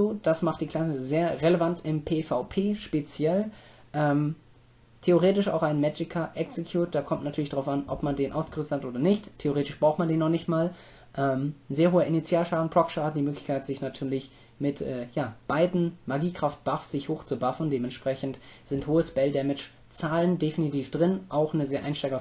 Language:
German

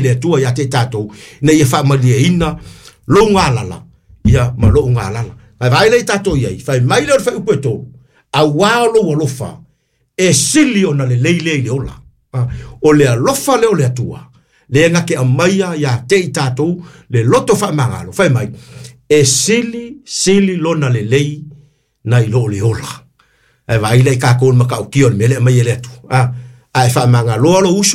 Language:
Samoan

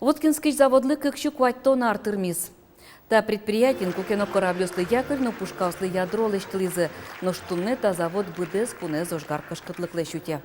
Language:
Udmurt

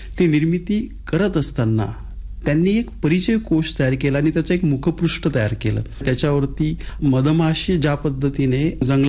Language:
Marathi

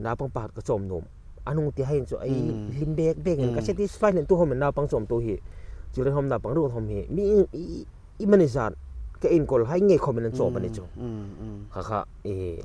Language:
Hmar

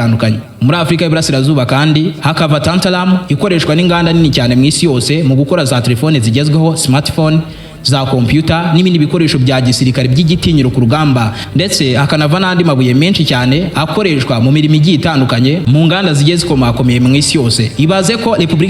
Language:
Kinyarwanda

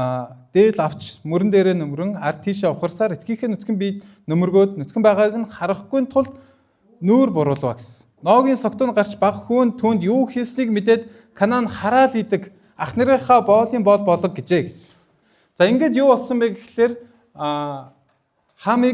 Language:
Mongolian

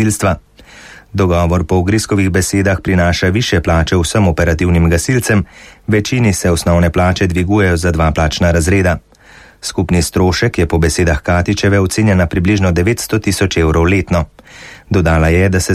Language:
Slovenian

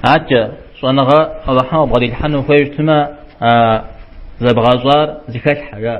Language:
Kabardian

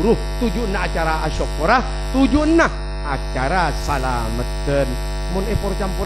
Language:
Madurese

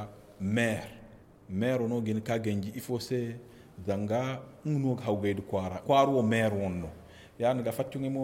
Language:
Zarma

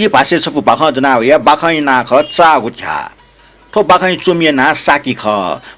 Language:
Newari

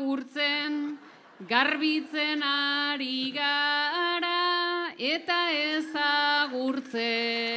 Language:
Basque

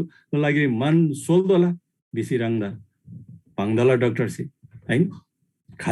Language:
Eastern Tamang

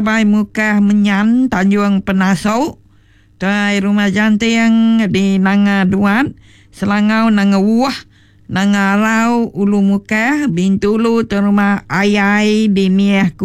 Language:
Iban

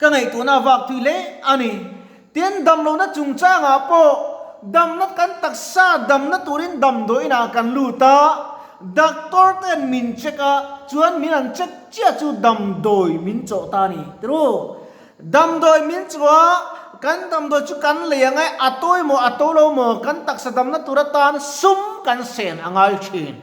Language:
Mizo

